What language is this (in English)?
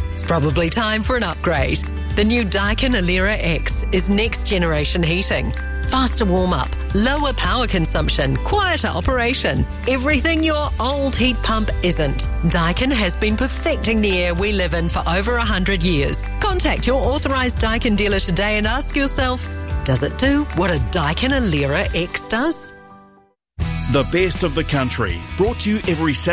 English